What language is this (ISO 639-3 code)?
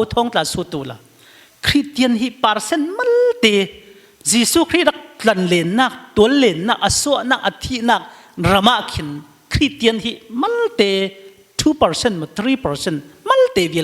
cfm